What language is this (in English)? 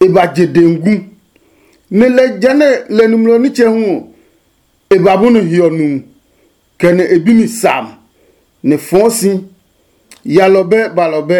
Adangme